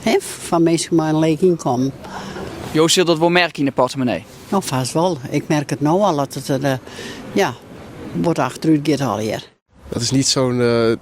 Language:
Western Frisian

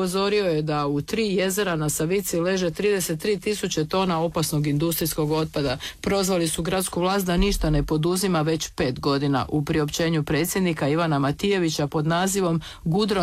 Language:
Croatian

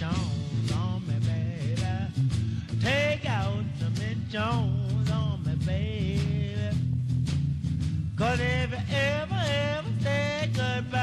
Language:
English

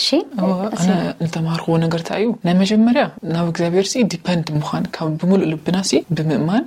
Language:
Tigrinya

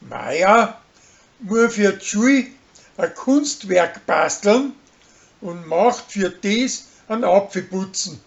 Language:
Bavarian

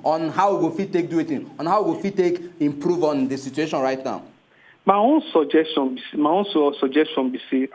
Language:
Nigerian Pidgin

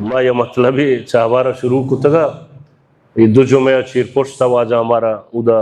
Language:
Baluchi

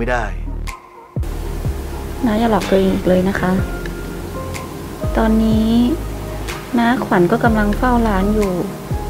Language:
Thai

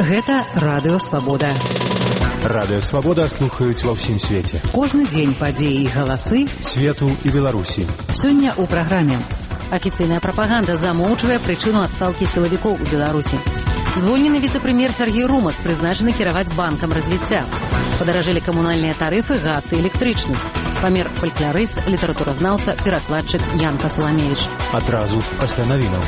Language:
Belarusian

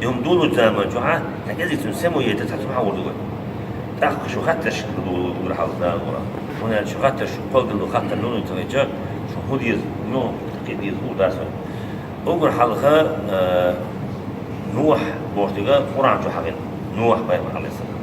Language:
Chechen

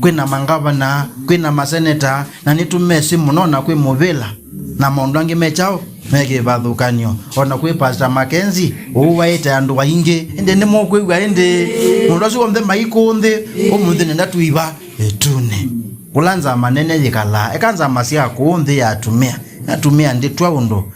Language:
Kamba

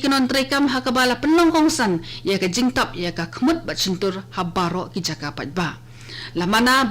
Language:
Khasi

